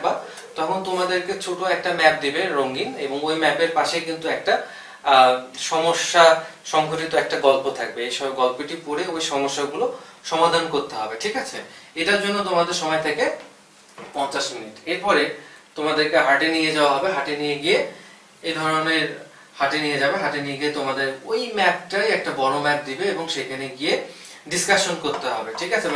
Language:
Bangla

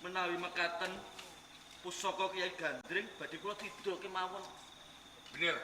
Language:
Javanese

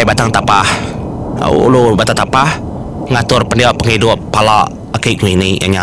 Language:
Iban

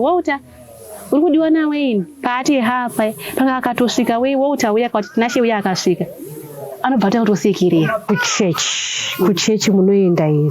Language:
Shona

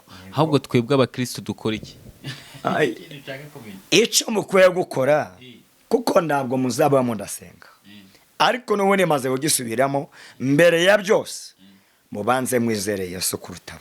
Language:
Kinyarwanda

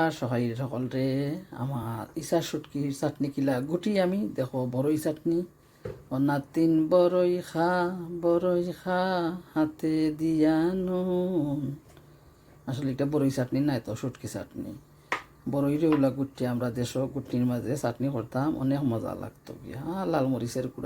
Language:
Sylheti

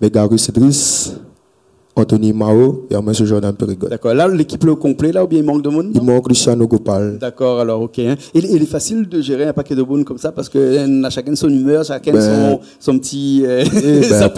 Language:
Réunion Creole French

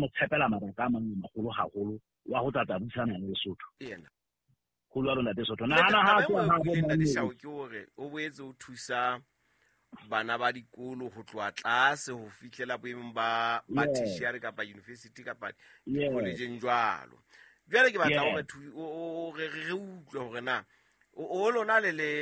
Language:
Southern Sotho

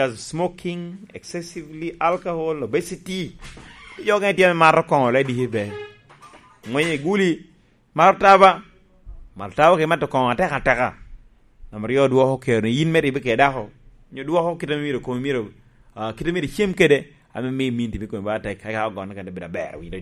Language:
Lango (Uganda)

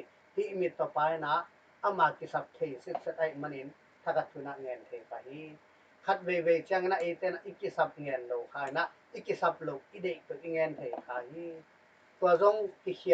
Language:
Tedim Chin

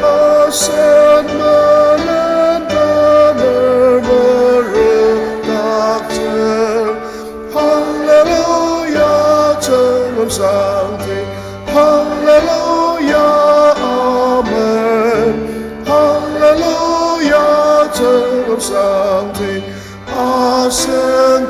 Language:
Ao Naga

